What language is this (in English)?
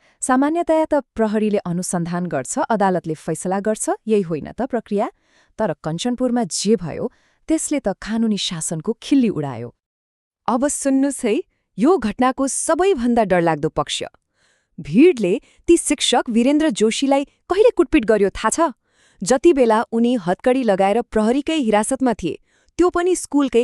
Nepali